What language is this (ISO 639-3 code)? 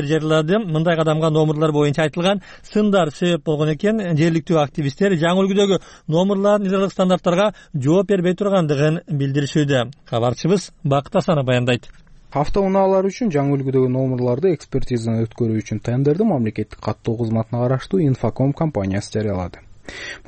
kir